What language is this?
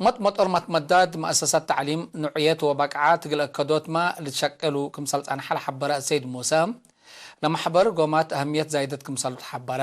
Tigre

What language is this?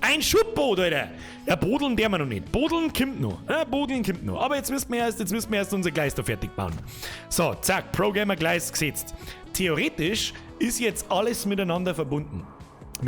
Bavarian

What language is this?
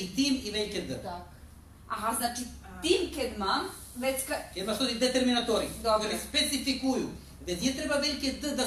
Rusyn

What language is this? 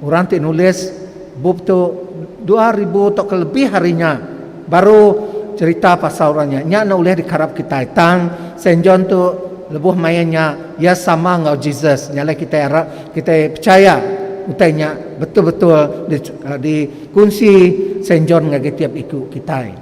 Iban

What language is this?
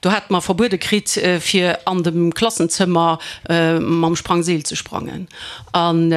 Luxembourgish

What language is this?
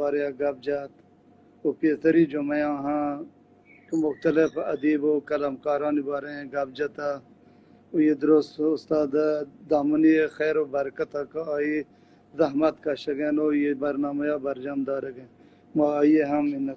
Baluchi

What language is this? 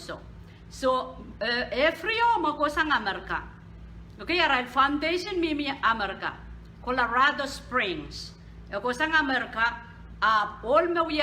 Pohnpeian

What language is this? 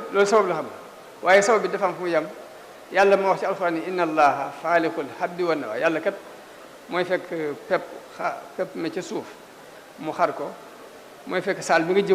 Wolof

